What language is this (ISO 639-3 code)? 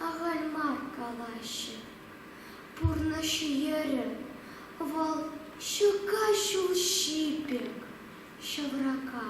chv